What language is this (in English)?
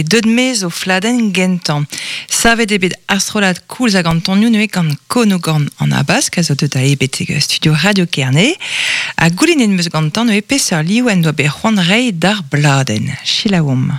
Breton